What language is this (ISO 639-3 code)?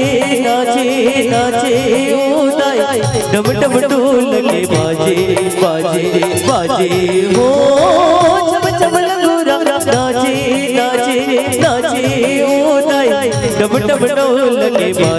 hne